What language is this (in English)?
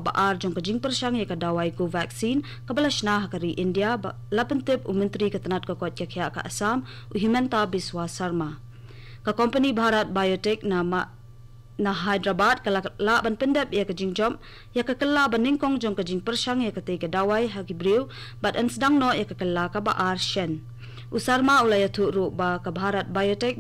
Khasi